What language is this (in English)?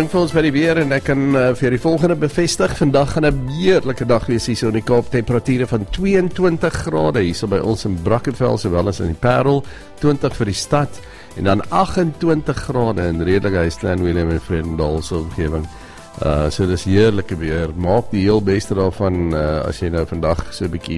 Afrikaans